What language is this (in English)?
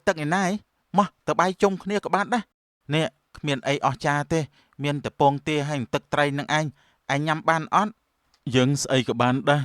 Khmer